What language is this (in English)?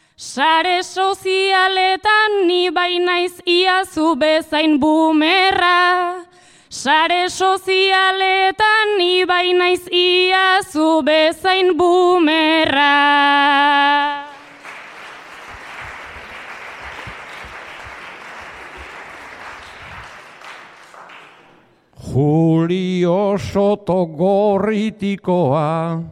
Basque